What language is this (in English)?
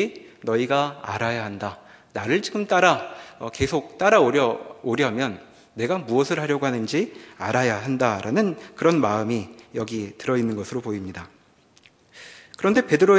Korean